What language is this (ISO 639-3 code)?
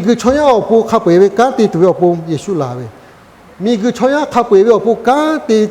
lhu